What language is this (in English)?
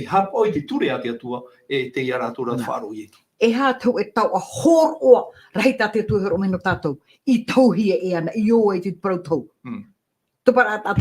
Tahitian